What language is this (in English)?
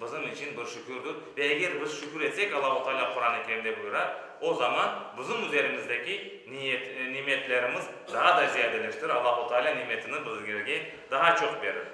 Crimean Tatar